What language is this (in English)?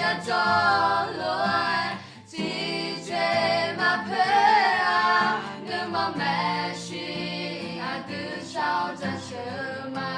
Akha